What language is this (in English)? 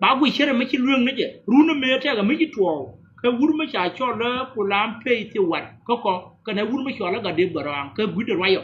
Nuer